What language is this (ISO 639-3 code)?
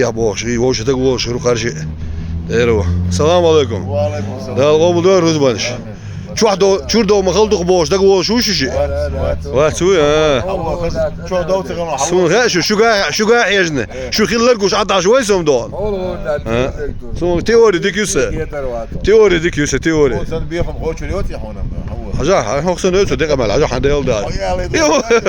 che